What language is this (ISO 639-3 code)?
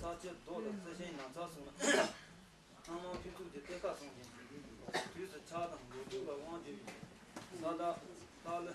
bod